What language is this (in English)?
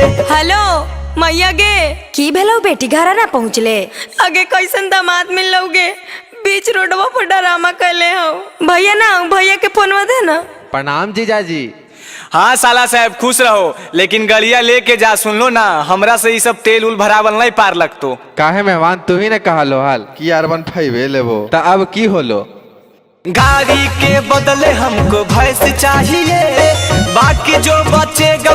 Magahi